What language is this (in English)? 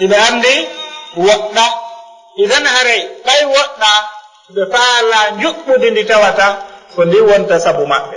Fula